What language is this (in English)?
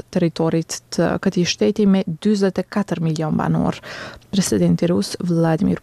Albanian